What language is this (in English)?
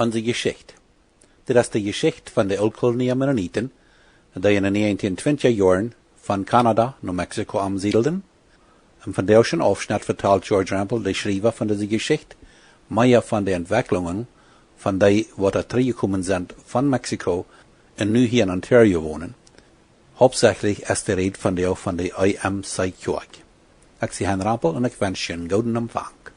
Plautdietsch